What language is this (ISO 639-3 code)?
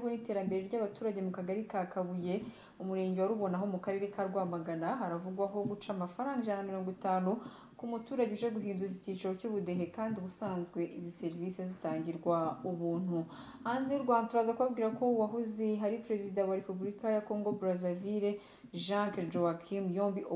kin